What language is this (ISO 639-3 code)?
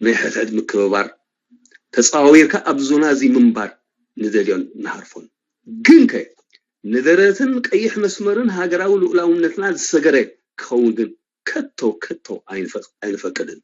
tir